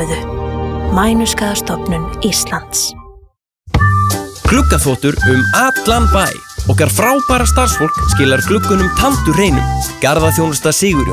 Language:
Icelandic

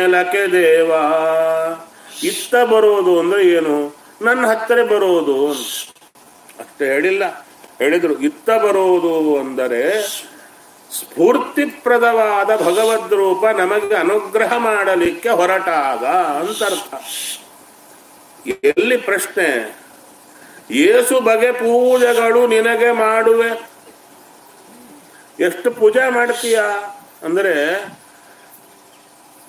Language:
Kannada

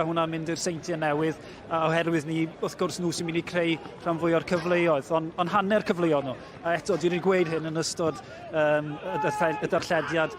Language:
Welsh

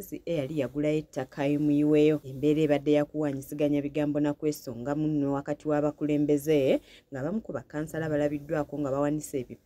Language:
Ganda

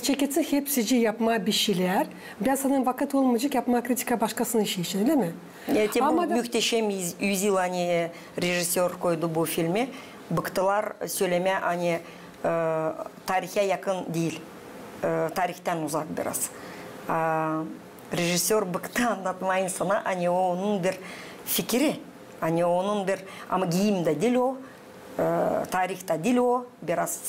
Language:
Gagauz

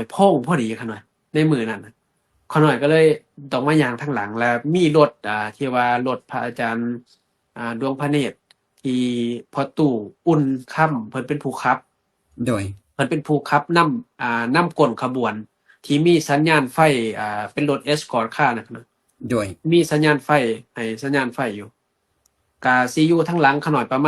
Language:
Lao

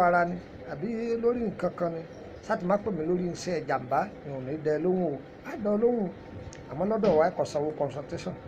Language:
Yoruba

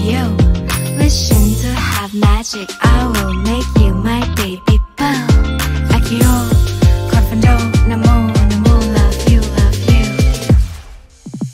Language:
English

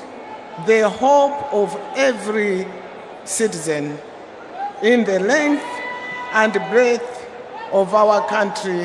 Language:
Nyanja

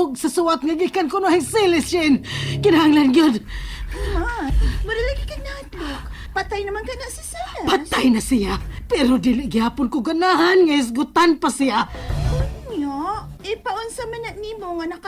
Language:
Cebuano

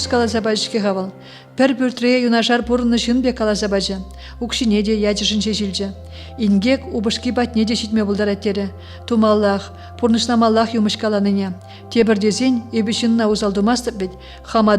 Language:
Chuvash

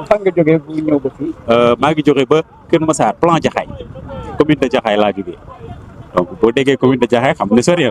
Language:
Wolof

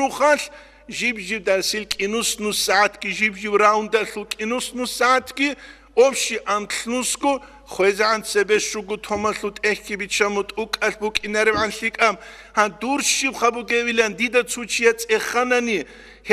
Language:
Avaric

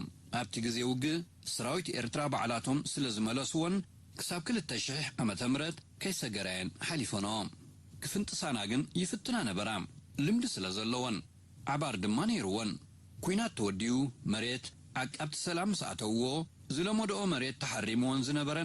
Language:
Tigrinya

